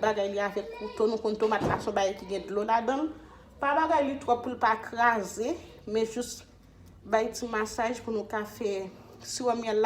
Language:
Haitian Creole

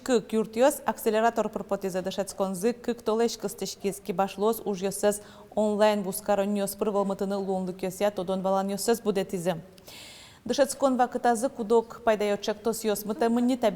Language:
Udmurt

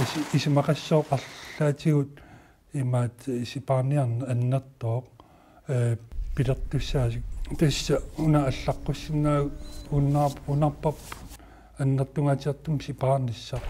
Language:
Kalaallisut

